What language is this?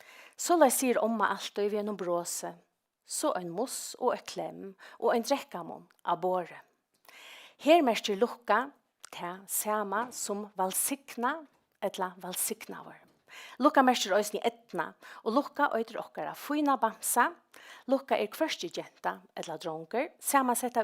Faroese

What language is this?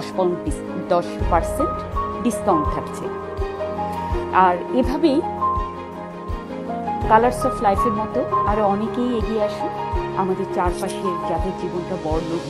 Bangla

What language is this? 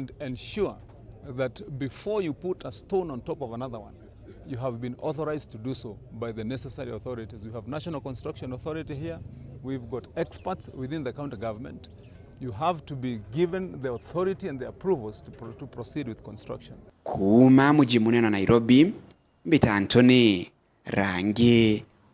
Meru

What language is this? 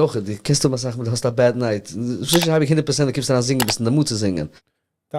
Yiddish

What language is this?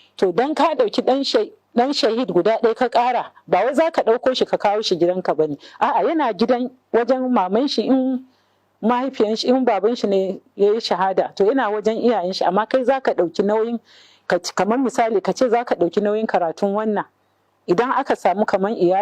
Hausa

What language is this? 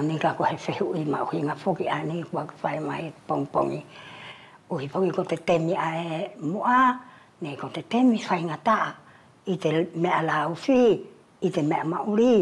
Wallisian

